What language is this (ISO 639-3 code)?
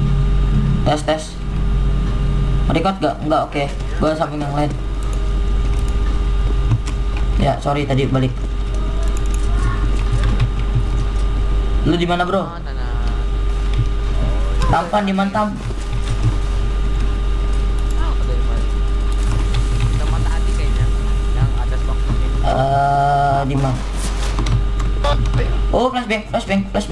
ind